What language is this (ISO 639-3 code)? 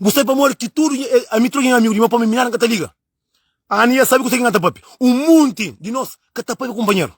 kea